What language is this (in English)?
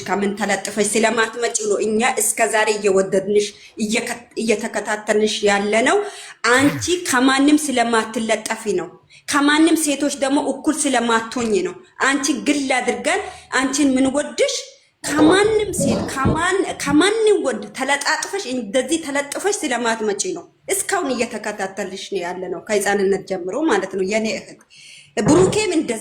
Amharic